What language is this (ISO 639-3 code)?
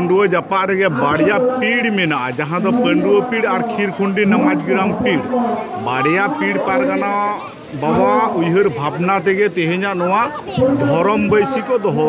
sat